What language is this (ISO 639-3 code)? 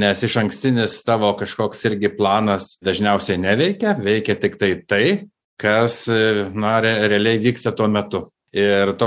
lit